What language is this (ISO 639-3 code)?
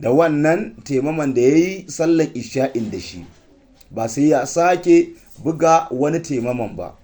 hau